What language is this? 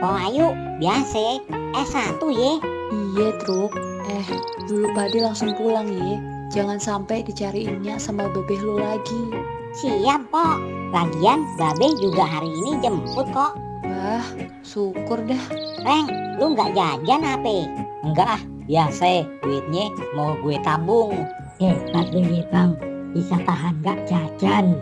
Betawi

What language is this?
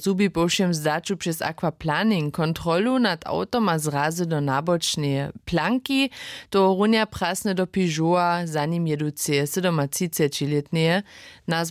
Upper Sorbian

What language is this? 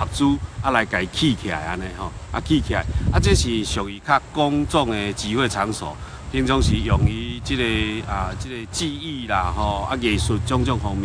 Chinese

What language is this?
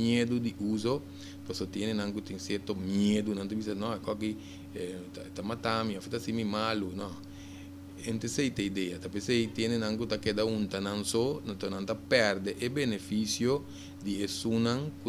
Papiamento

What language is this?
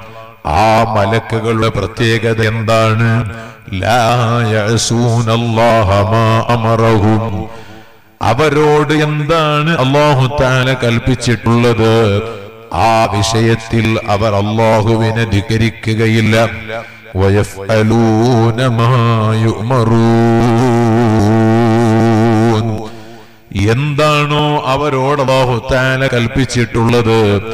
Malayalam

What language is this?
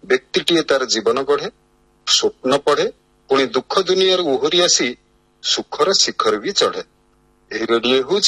Odia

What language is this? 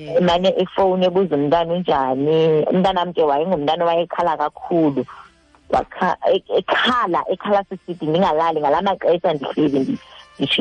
Xhosa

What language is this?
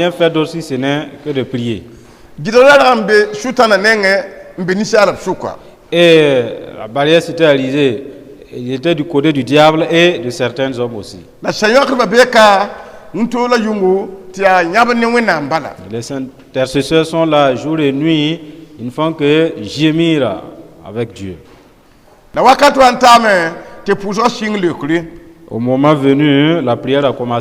Mossi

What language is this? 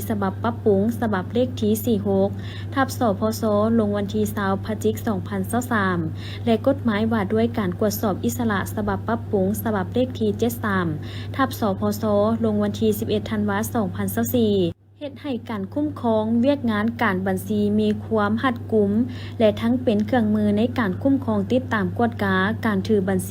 Lao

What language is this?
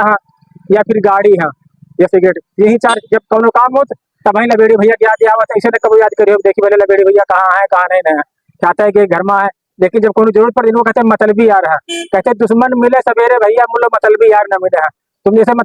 Awadhi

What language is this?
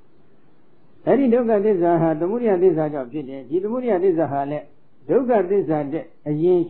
Burmese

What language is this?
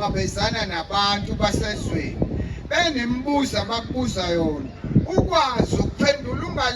Zulu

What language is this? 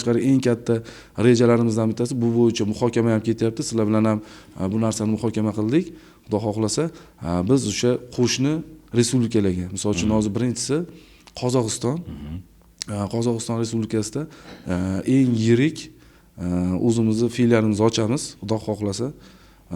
Uzbek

